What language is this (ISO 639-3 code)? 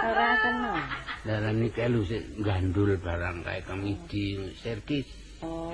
jav